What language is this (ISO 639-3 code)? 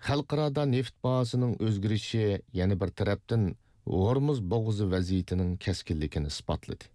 uig